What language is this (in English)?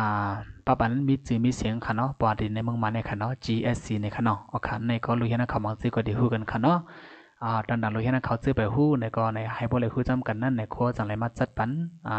Shan